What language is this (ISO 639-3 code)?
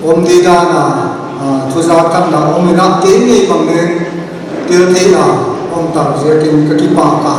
pck